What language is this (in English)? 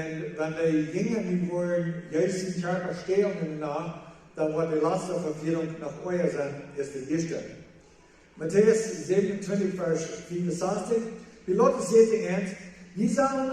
Plautdietsch